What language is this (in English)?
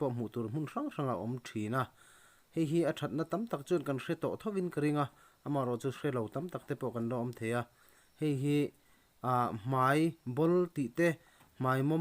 Mizo